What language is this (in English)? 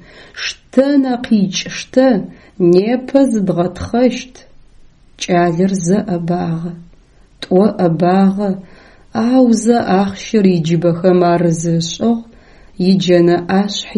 Adyghe